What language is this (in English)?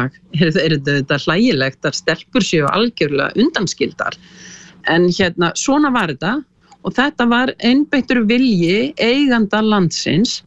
Icelandic